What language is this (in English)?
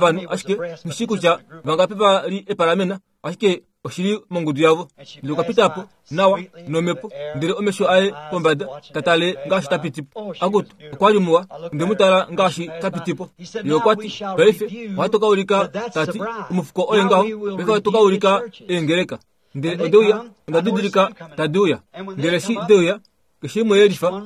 Kuanyama